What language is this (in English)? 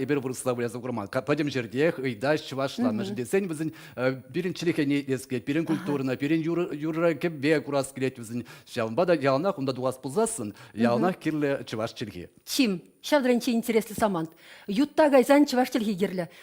Chuvash